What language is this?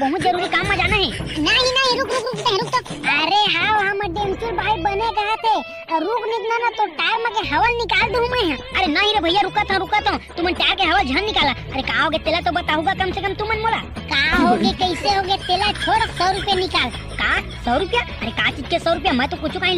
Chhattisgarhi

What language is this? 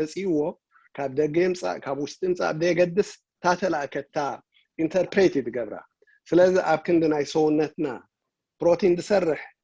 Tigrinya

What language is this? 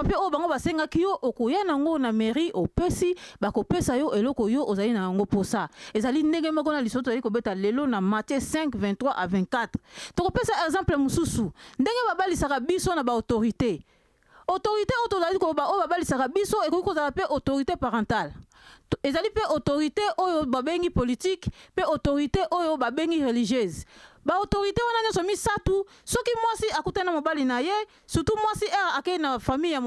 Lingala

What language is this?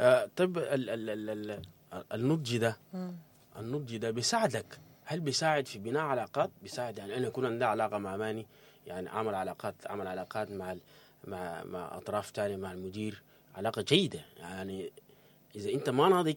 Sudanese Arabic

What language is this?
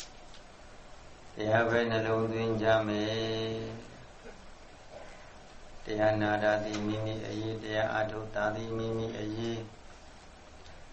Burmese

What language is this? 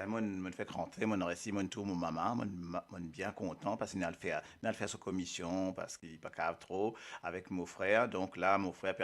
Morisyen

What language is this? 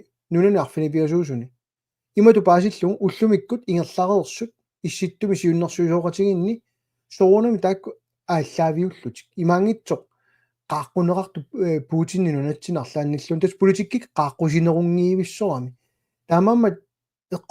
Kalaallisut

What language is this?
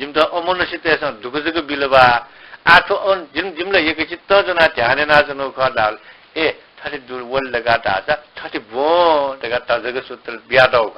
Newari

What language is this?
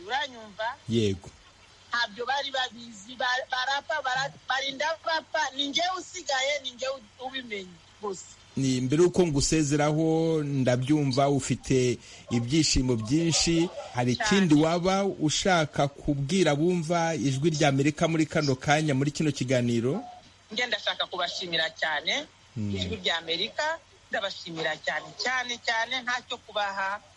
Kinyarwanda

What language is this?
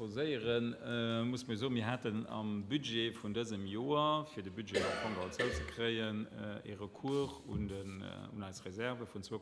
Luxembourgish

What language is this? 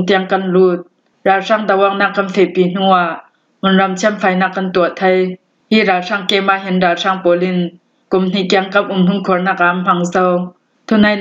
Falam Chin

